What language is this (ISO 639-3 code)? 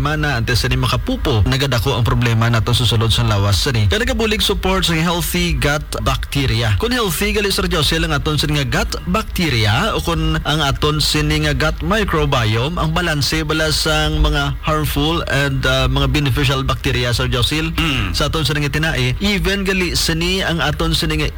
hil